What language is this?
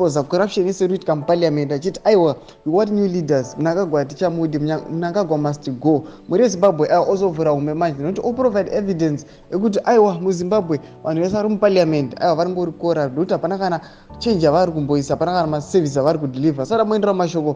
Shona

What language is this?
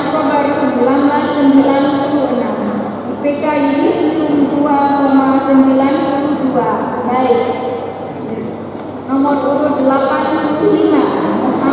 Indonesian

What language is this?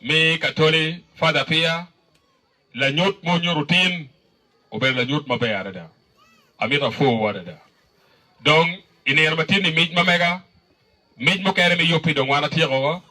Acoli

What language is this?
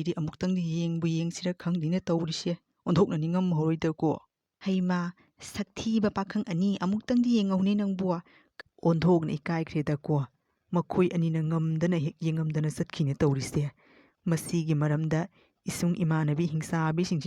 Manipuri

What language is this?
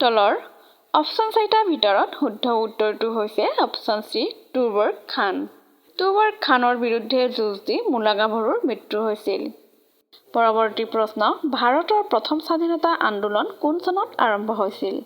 Assamese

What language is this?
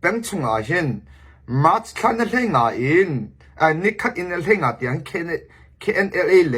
Hakha Chin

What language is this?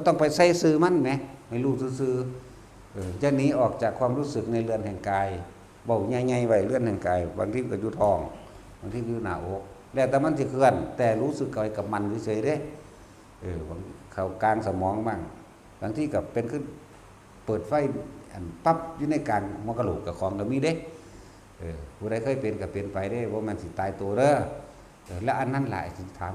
Northeastern Thai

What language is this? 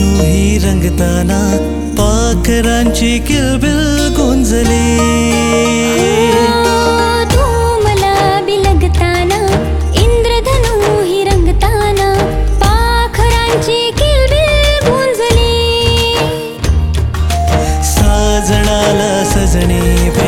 Marathi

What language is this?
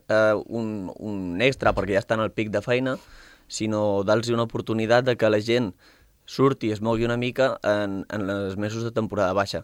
Catalan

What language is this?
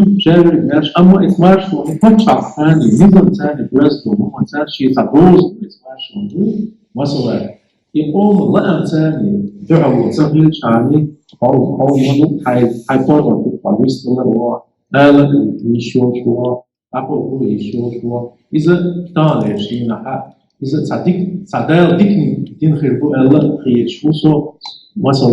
Chechen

